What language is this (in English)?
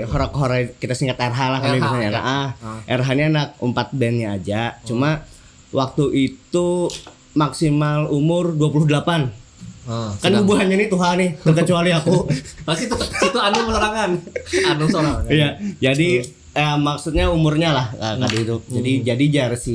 Banjar